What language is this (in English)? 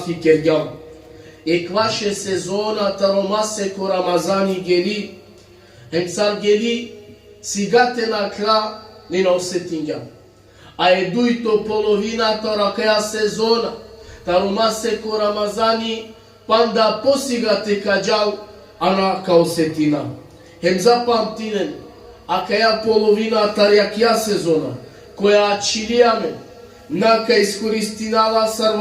Balkan Romani